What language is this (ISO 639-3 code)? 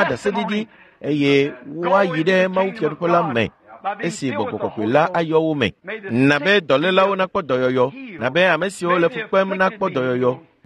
ewe